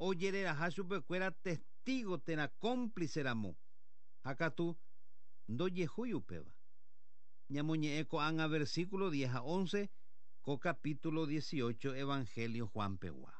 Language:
Guarani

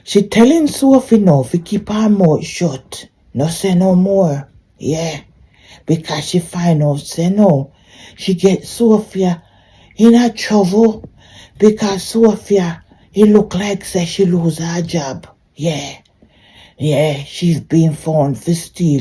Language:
Jamaican Creole English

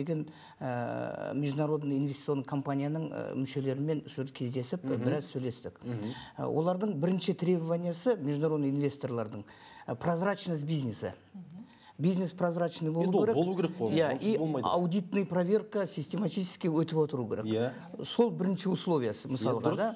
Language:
Kazakh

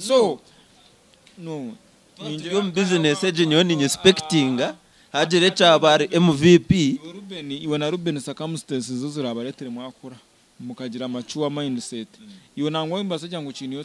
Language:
Nyankole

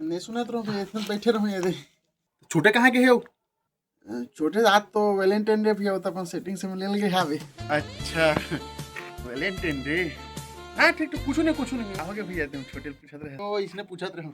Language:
Chhattisgarhi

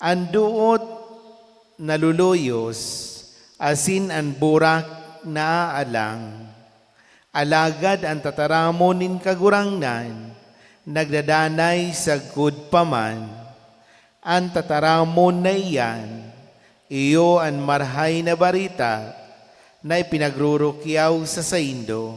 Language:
Bikol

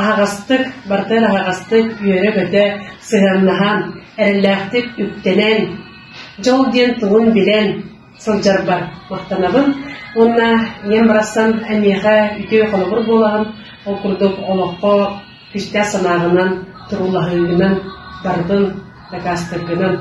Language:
Yakut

